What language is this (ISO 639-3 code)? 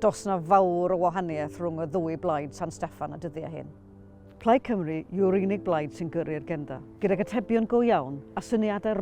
cym